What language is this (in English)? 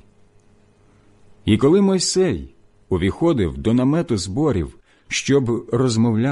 Ukrainian